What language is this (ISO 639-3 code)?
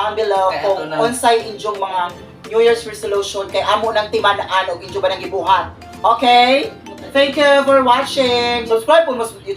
ceb